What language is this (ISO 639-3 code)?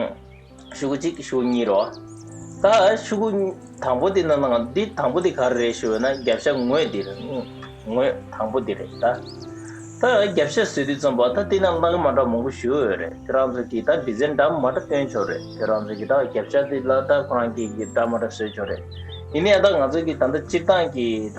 bod